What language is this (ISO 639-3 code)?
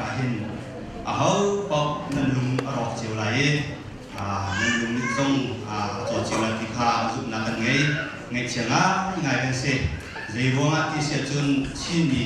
cnh